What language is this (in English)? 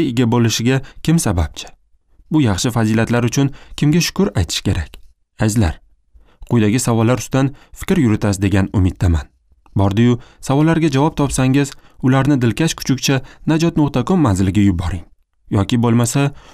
Uzbek